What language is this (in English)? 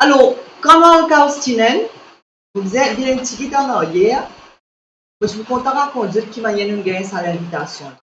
Morisyen